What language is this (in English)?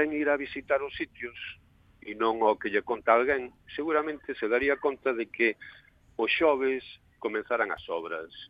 Galician